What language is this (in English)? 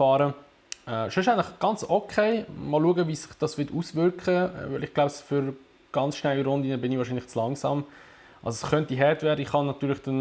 Swiss German